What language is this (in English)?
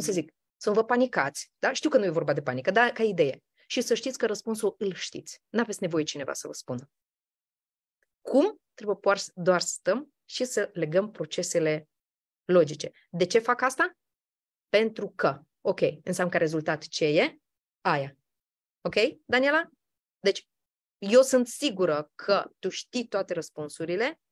Romanian